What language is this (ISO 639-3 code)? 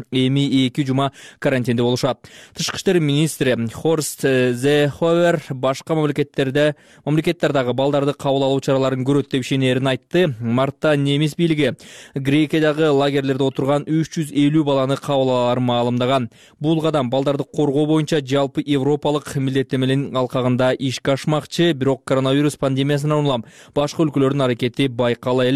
kir